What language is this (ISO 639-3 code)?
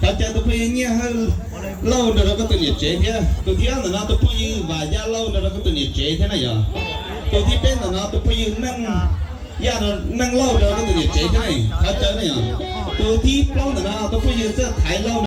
hmn